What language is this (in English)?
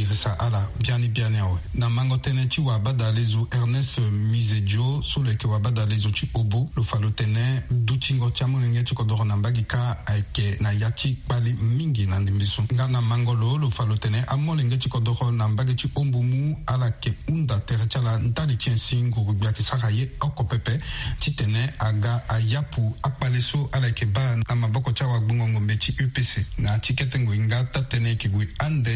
Sango